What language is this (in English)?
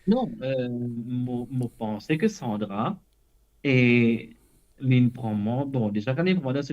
Morisyen